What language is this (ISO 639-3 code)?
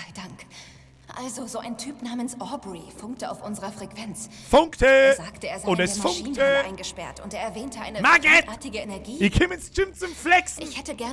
bar